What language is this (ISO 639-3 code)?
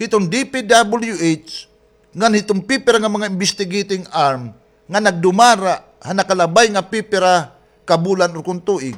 war